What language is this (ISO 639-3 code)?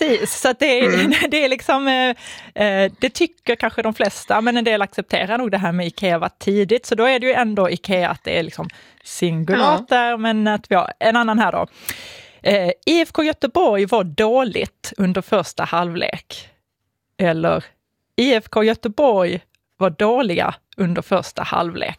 swe